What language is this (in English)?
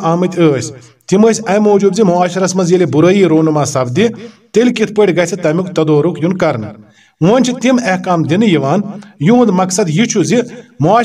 Kashmiri